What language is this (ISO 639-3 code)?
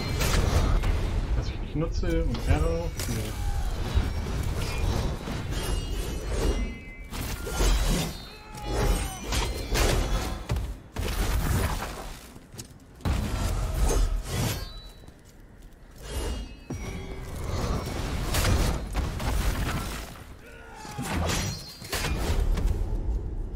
deu